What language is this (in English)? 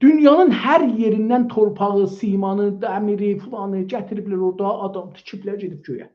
South Azerbaijani